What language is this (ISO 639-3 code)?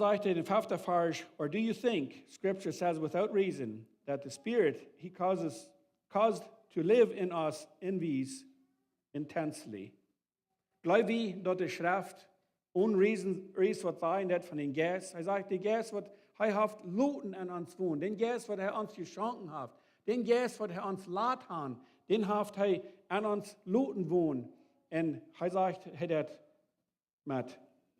pdt